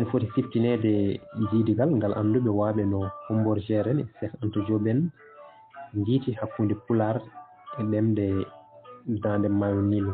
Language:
Fula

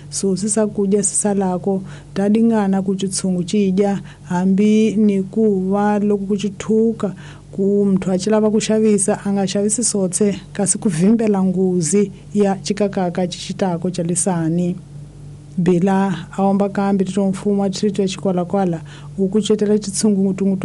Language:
Tsonga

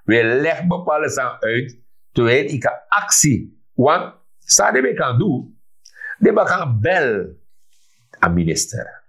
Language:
Sranan Tongo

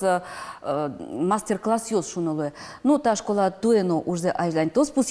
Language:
Udmurt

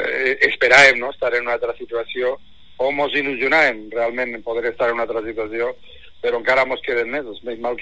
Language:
Catalan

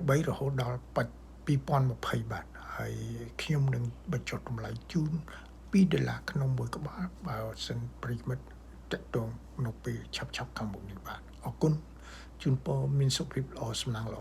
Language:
Khmer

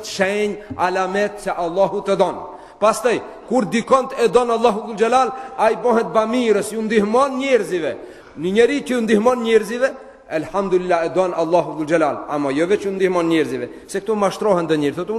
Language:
Albanian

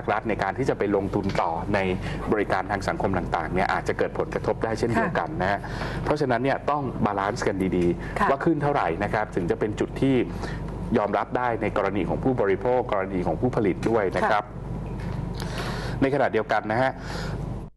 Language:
Thai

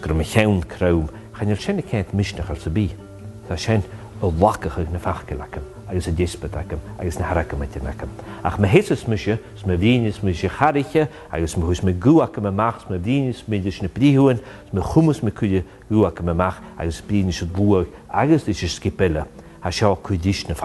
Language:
Scottish Gaelic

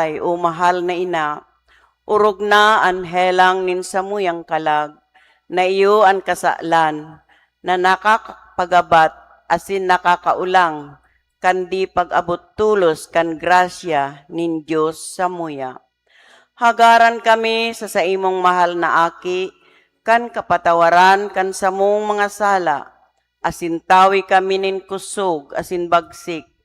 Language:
Bikol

